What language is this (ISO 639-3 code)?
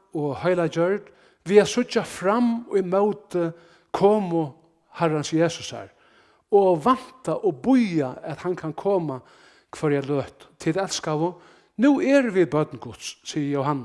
fao